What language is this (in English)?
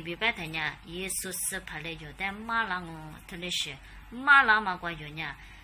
Lisu